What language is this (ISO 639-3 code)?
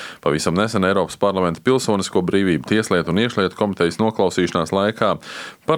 lav